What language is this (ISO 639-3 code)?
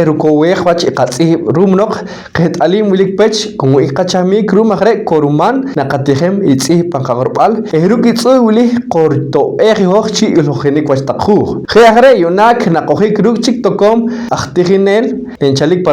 poh